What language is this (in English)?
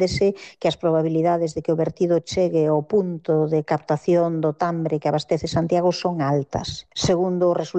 Galician